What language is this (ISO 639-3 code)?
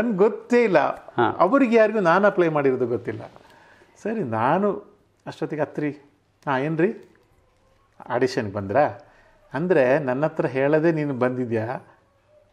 kan